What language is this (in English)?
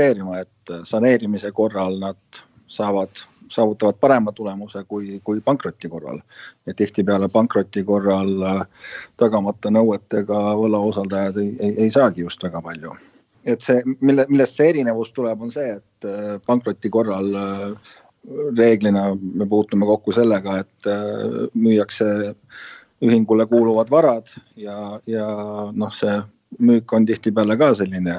Estonian